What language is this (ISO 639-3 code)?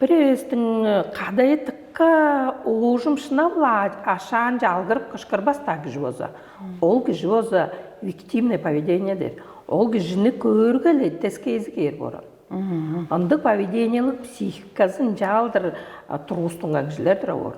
tyv